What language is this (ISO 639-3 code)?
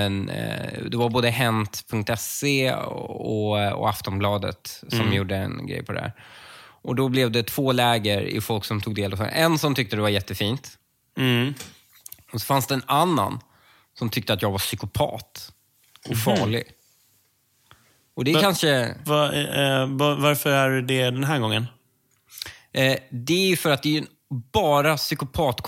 swe